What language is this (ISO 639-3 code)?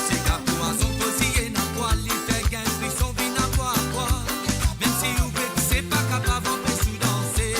mfe